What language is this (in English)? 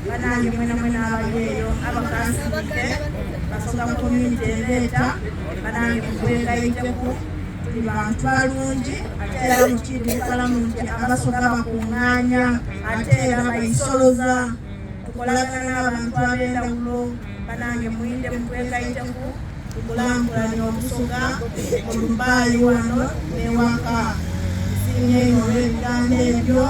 Soga